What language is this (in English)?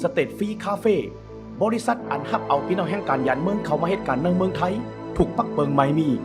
Shan